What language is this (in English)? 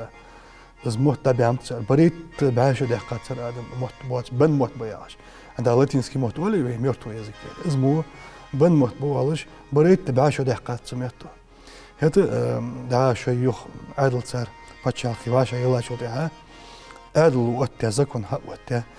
Ingush